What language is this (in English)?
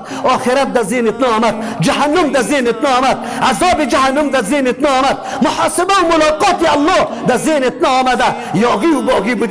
Persian